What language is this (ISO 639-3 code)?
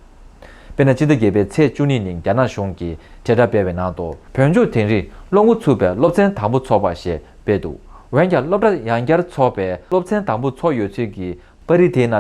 bod